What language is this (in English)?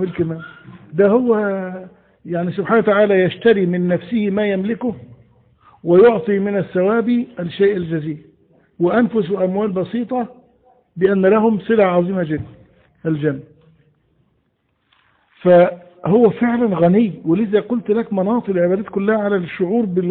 Arabic